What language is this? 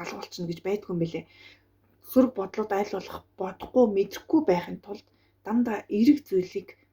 Mongolian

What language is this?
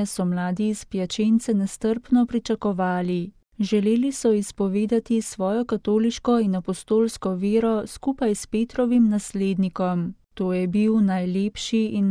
Slovenian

